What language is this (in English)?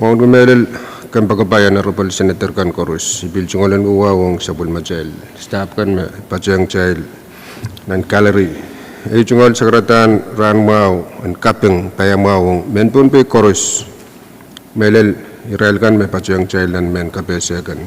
Pohnpeian